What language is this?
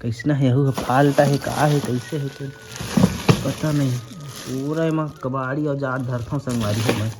Chhattisgarhi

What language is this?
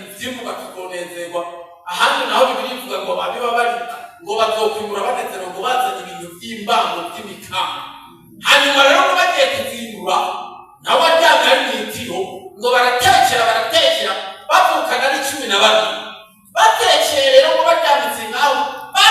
Rundi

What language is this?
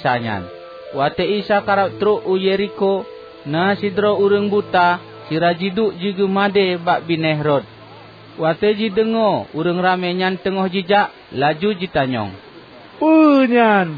Achinese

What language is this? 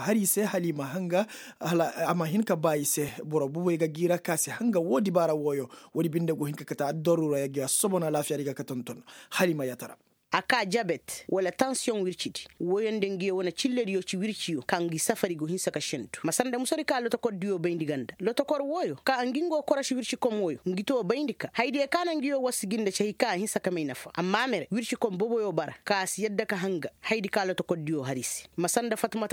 Koyraboro Senni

